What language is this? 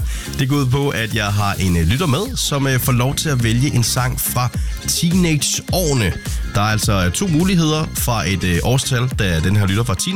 Danish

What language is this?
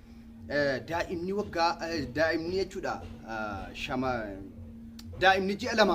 Oromo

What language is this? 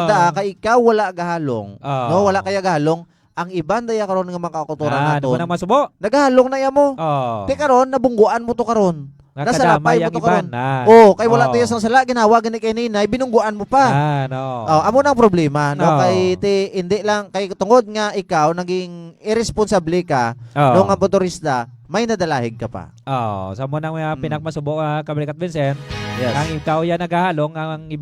Hiligaynon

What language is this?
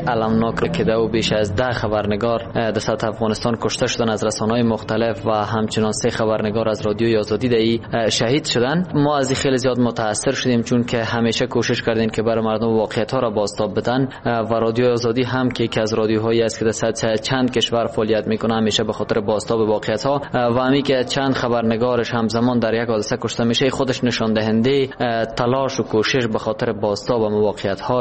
Persian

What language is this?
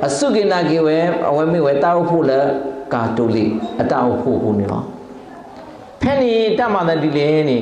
S'gaw Karen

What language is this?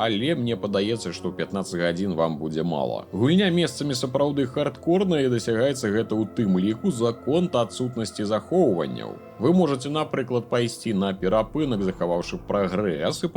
Belarusian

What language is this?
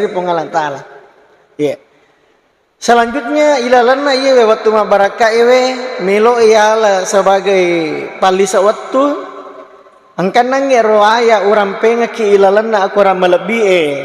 Buginese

